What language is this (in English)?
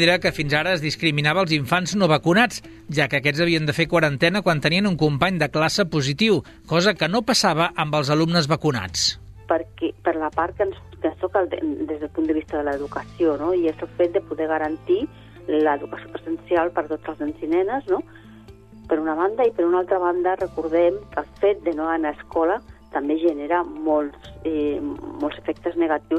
Catalan